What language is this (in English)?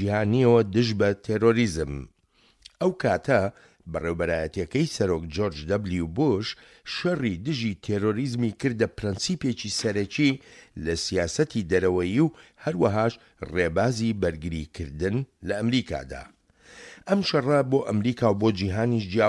Central Kurdish